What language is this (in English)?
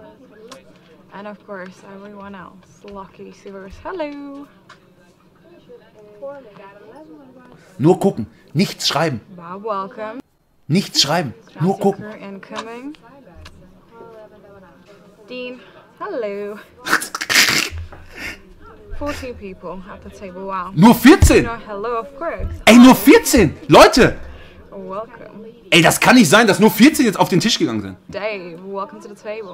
German